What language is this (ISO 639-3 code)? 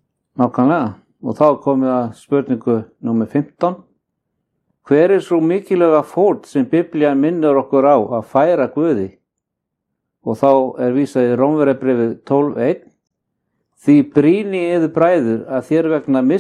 isl